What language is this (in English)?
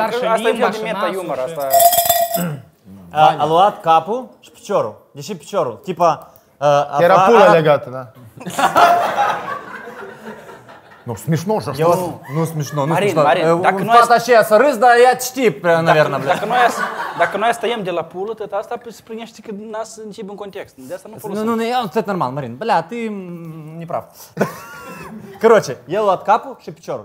Romanian